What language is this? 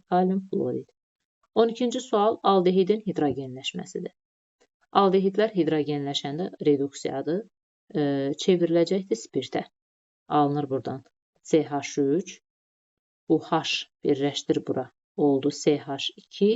Azerbaijani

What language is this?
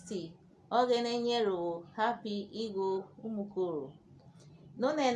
Urhobo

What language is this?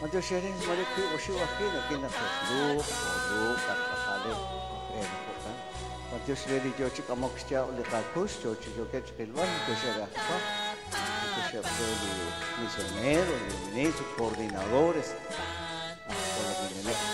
Kekchí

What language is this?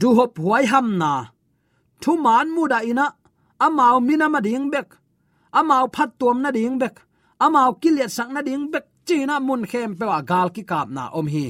Tedim Chin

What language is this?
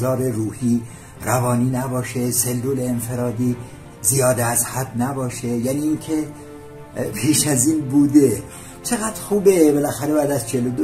Persian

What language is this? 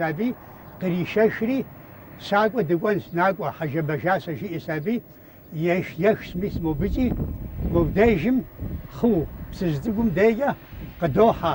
Kabardian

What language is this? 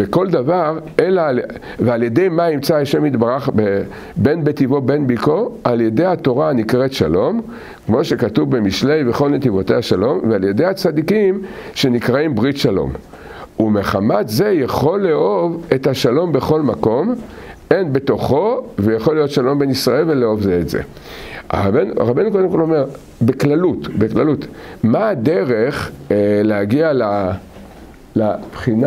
Hebrew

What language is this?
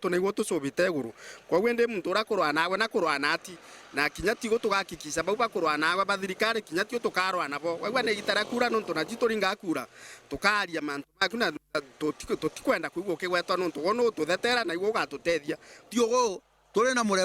Meru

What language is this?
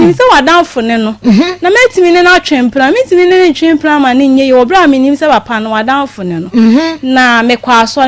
Akan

